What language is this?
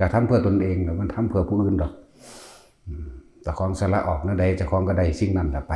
Northeastern Thai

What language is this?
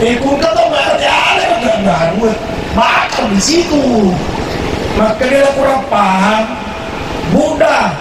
Buginese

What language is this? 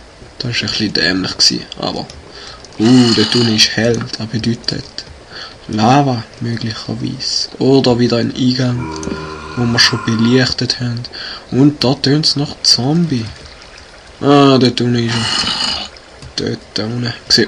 Swiss German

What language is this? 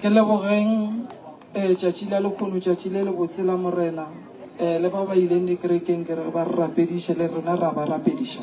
Northern Sotho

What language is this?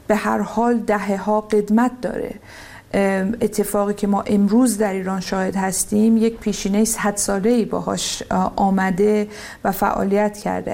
Persian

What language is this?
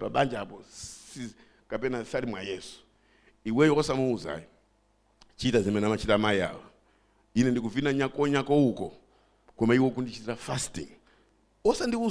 Nyanja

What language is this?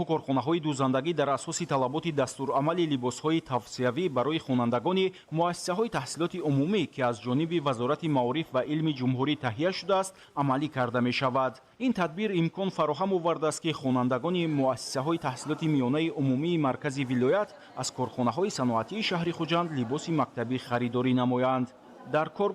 Tajik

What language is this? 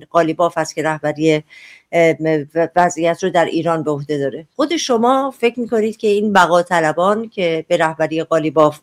Persian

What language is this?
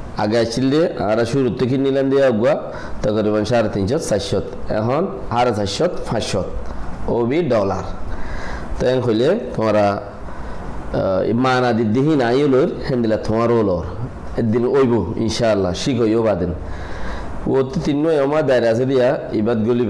Rohingya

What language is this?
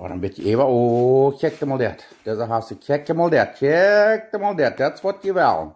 Plautdietsch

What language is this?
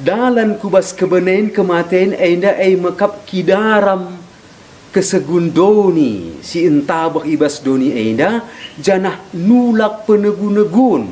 Batak Karo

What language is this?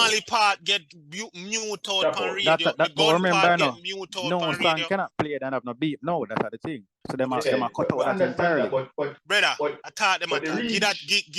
Jamaican Creole English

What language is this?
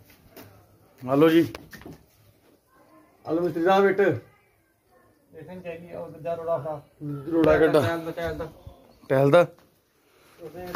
Punjabi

